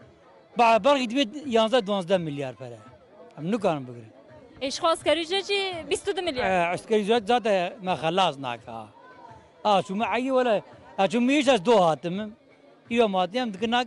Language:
Kurdish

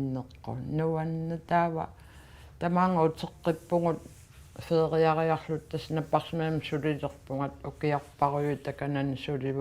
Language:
Kalaallisut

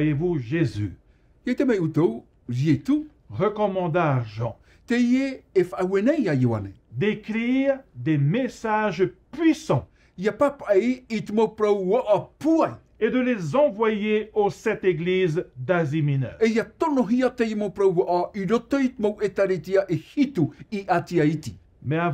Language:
Tahitian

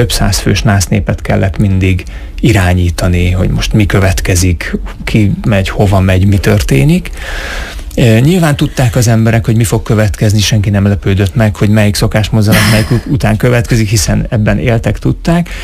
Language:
Hungarian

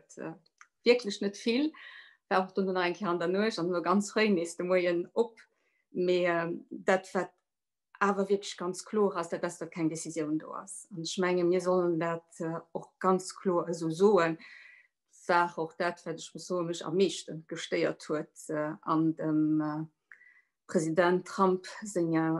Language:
Luxembourgish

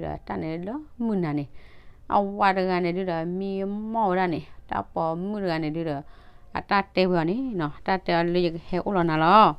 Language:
S'gaw Karen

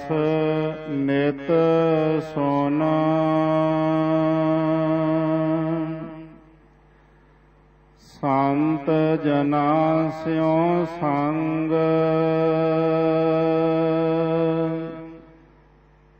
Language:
Punjabi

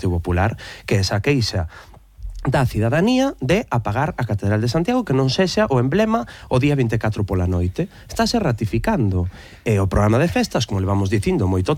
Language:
Galician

